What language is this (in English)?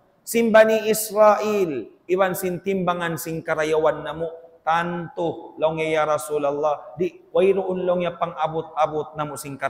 Tausug